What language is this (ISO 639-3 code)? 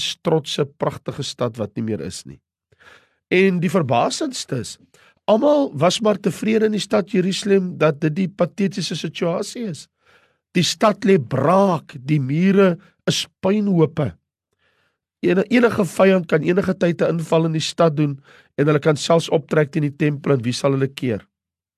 afr